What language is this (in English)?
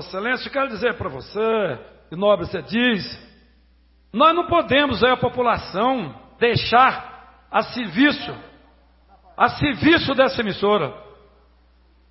Portuguese